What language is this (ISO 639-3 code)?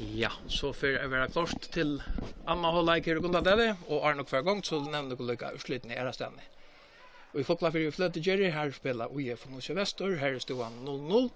fao